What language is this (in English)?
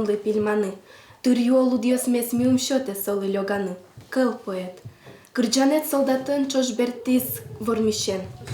Udmurt